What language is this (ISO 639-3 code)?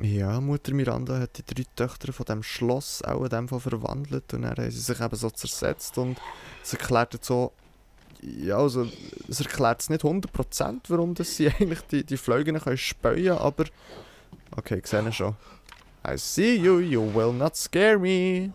gsw